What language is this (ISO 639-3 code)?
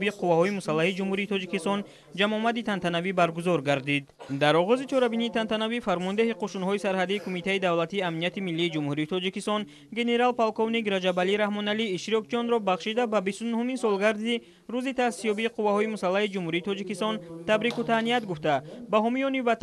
tgk